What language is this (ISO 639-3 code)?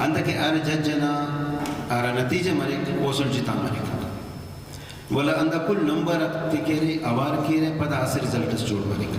brh